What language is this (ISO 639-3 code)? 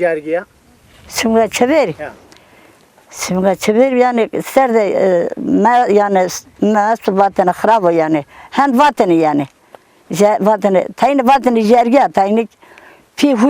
zza